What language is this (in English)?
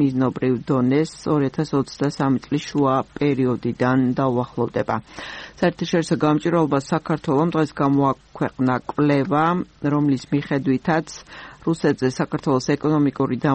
Georgian